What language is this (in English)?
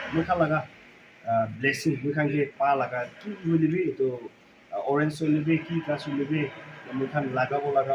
Naga Pidgin